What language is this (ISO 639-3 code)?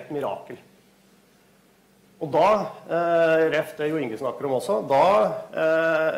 nor